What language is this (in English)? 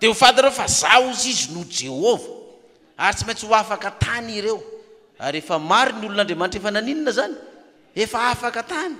Malagasy